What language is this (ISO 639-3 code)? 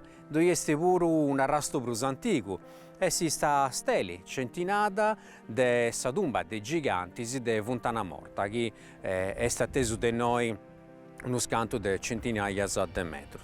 srd